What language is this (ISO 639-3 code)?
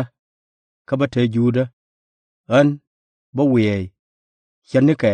nus